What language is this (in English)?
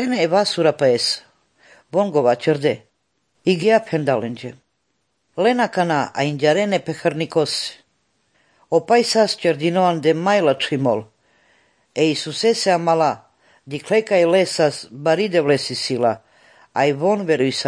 Slovenian